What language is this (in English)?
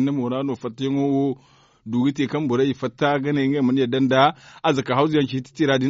Zarma